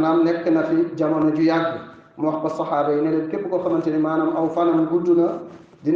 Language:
Wolof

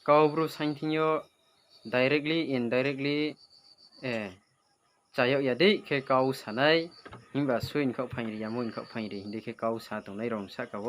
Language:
Riang (India)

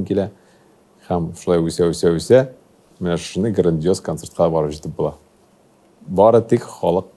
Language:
Tatar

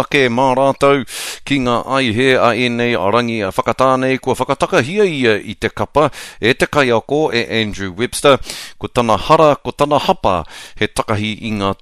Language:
Māori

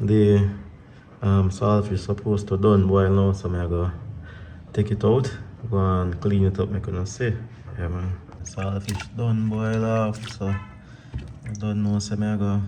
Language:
Jamaican Creole English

